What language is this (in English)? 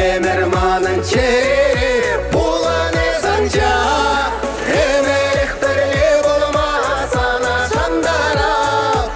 Chuvash